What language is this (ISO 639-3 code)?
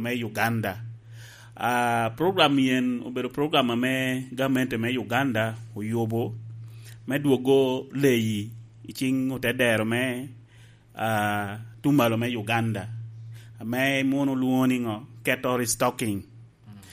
laj